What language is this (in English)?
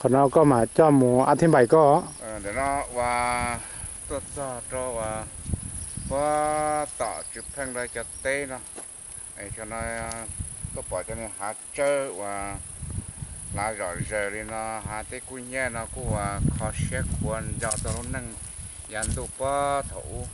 Hmong